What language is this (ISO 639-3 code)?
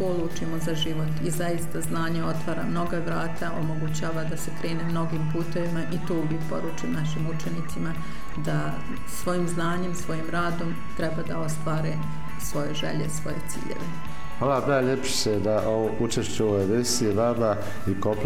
bos